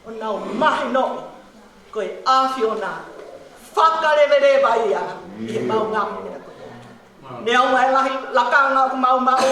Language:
Tongan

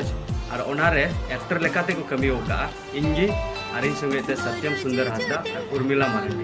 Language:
Santali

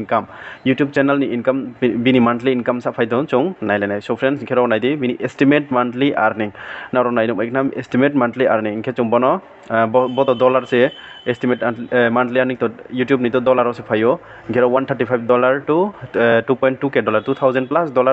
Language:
Riang (India)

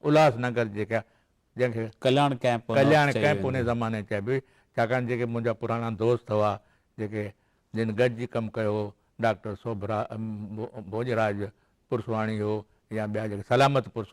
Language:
Sindhi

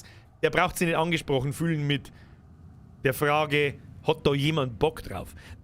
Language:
Bavarian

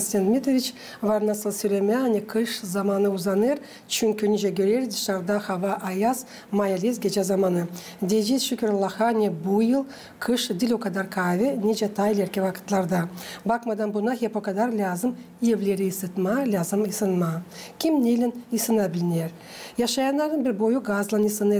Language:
Gagauz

